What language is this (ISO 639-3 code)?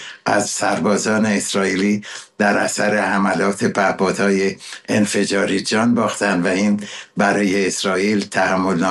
fas